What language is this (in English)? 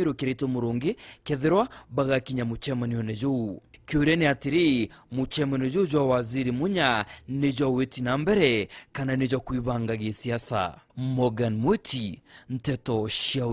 Meru